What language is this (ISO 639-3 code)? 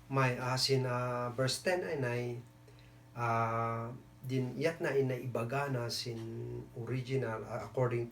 kne